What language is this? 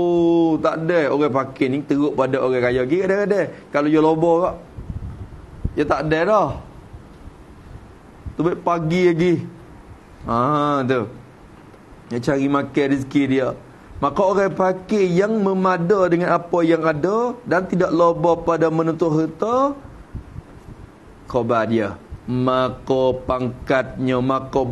Malay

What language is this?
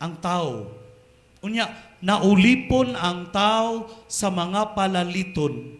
Cebuano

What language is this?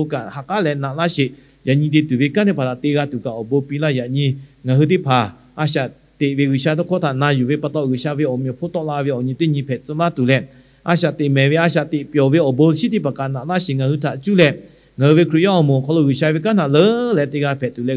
Lahu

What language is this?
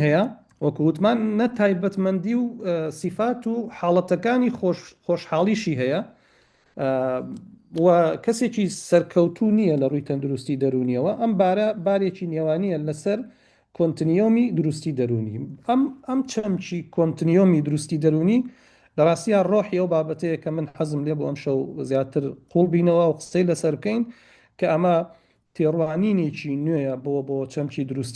Central Kurdish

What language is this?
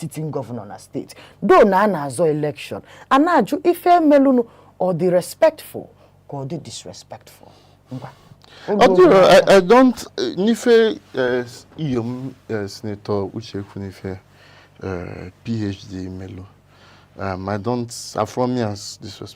Igbo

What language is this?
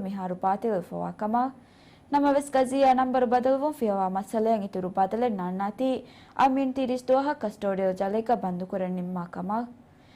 Divehi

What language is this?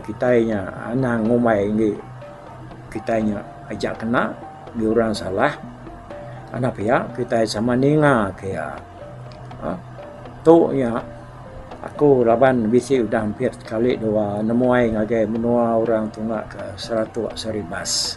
Iban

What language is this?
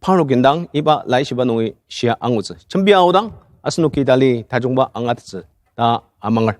Ao Naga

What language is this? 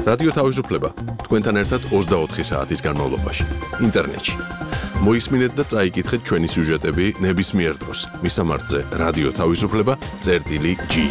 Georgian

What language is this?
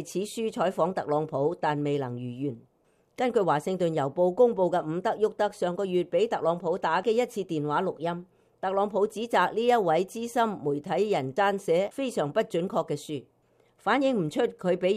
Cantonese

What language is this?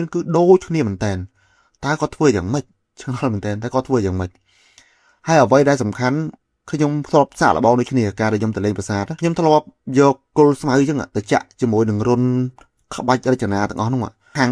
Khmer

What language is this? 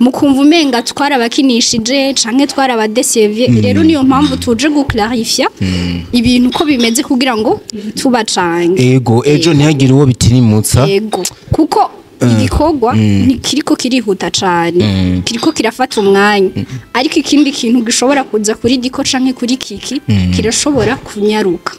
Rundi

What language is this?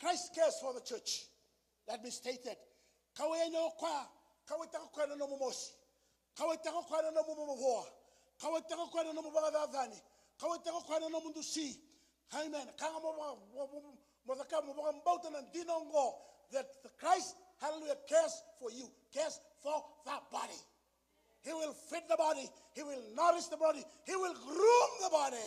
Fijian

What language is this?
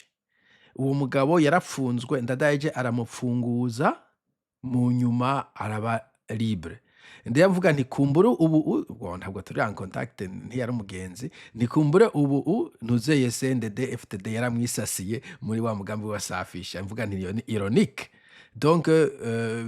Rundi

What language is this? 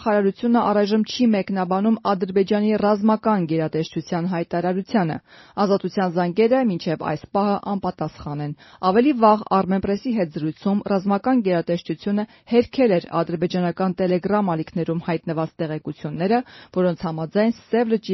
Armenian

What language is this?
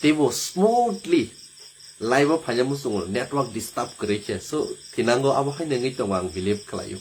Kok Borok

